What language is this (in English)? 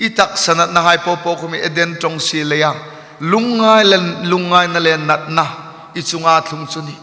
Hmar